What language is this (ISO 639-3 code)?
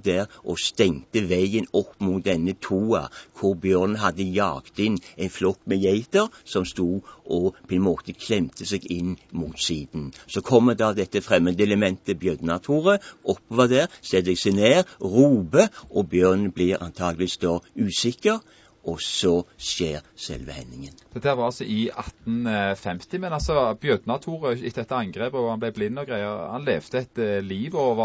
nor